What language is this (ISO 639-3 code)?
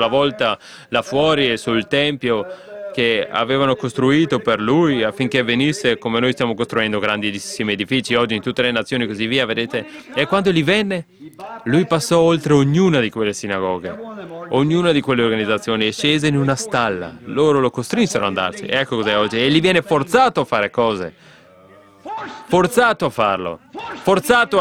ita